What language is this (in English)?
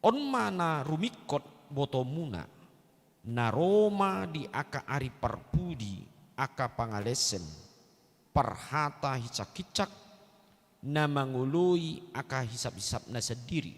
Batak Toba